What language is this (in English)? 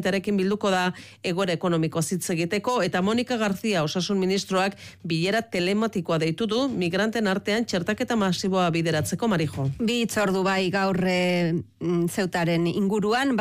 Basque